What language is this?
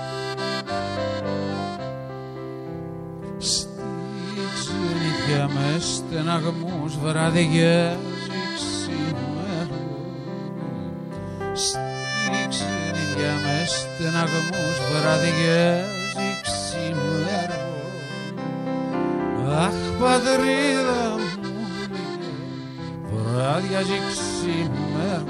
Greek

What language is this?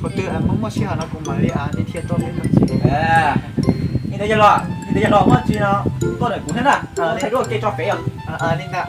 Hmong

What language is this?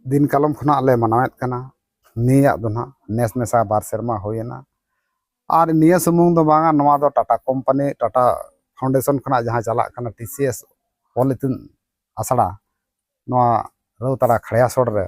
Santali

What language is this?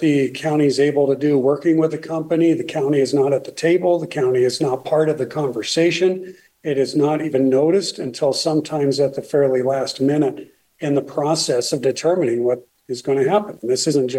English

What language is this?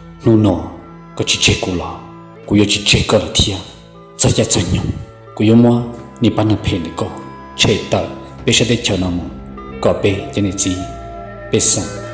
Hmong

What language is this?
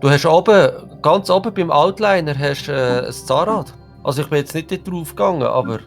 Swiss German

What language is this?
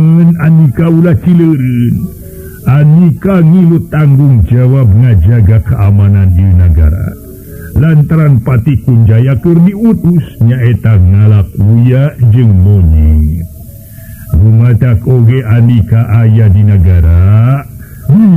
Sundanese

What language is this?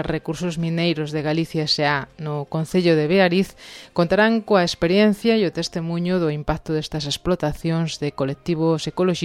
Galician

